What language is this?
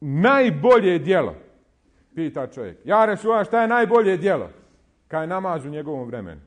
Bosnian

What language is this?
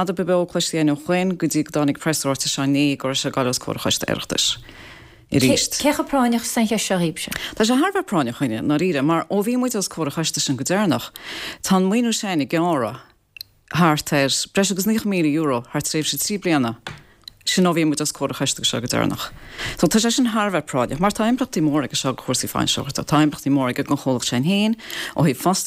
Irish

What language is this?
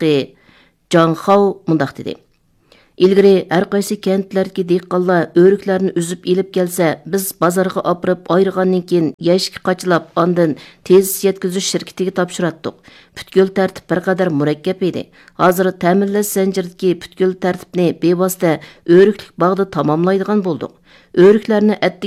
Uyghur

